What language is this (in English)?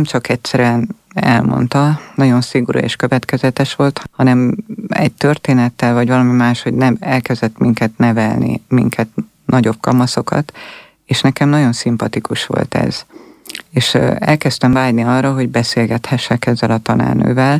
Hungarian